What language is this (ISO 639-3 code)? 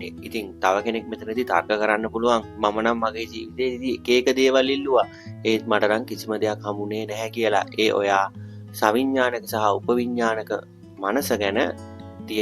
sin